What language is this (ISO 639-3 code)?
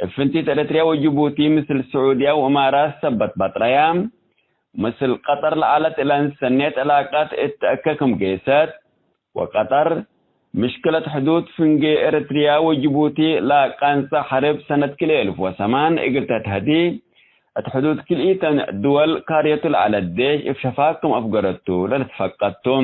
tig